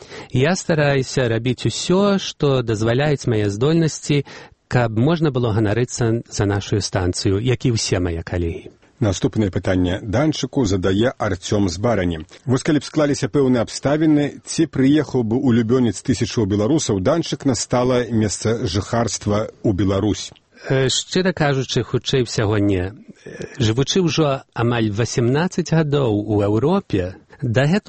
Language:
Belarusian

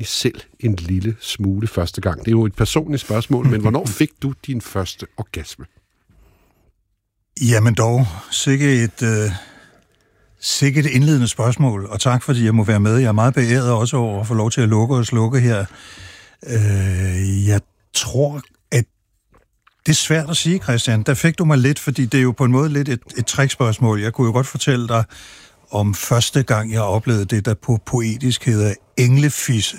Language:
Danish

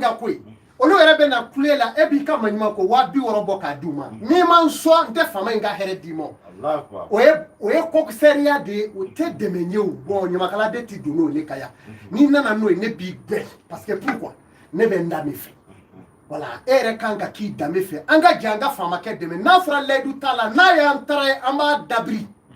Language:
Bambara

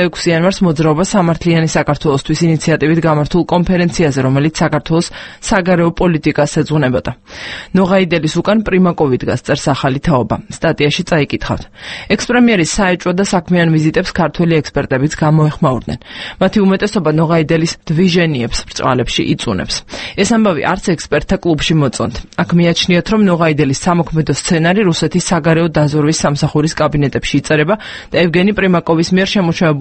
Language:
Georgian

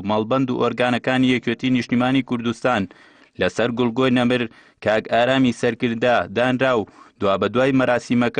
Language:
Central Kurdish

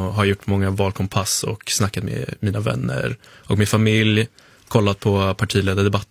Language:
Swedish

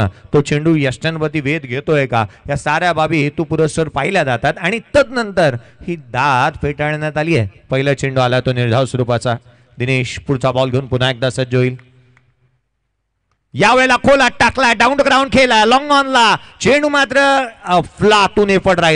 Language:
Marathi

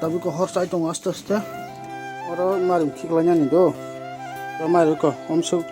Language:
Kok Borok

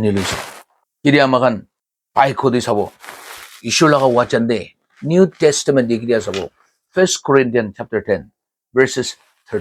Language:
Naga Pidgin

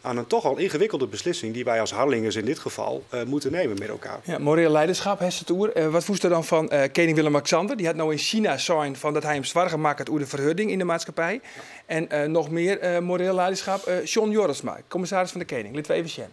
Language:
Western Frisian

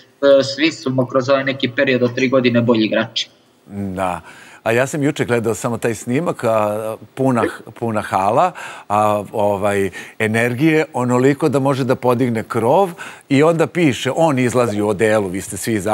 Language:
Serbian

